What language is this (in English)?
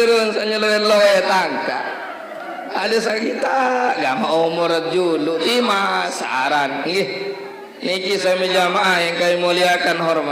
Sasak